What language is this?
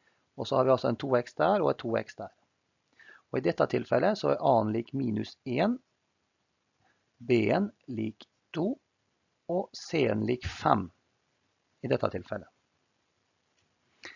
Norwegian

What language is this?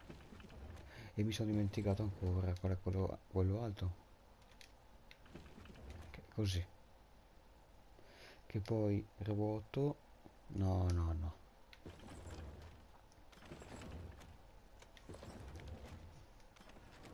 Italian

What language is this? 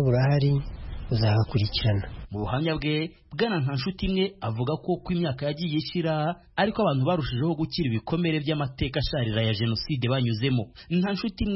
Kinyarwanda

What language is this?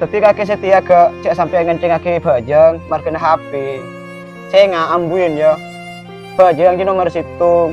Madurese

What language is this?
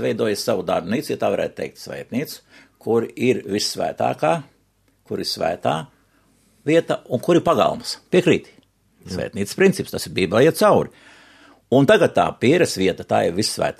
Latvian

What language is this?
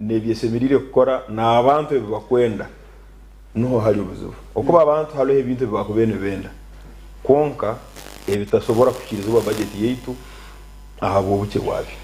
Nyankole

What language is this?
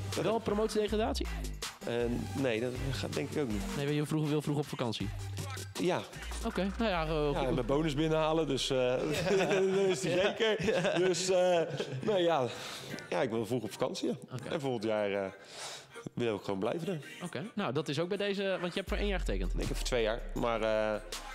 Dutch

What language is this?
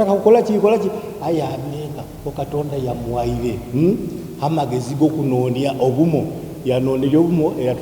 Soga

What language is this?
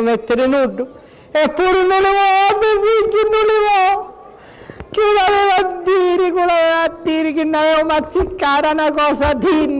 Sicilian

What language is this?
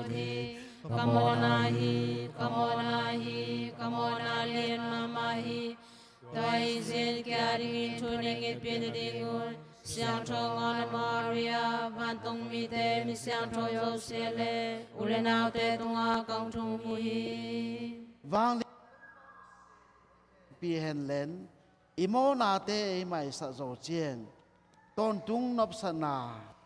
Tedim Chin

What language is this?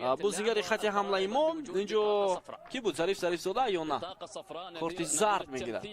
Tajik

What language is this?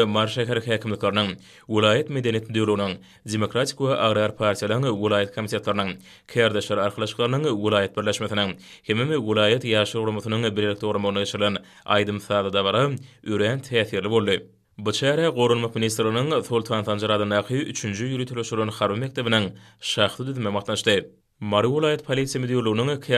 Turkmen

